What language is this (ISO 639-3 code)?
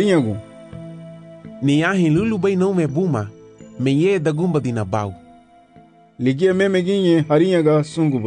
cab